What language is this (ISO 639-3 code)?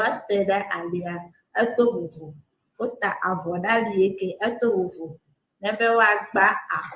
ewe